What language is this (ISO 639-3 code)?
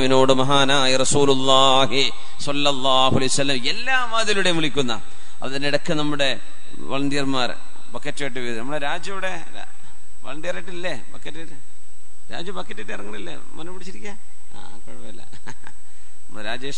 mal